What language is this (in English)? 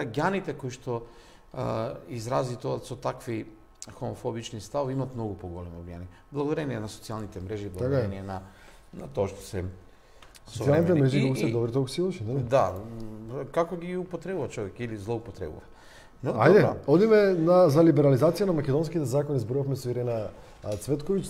Macedonian